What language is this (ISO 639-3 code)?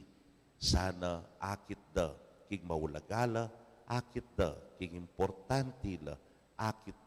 pam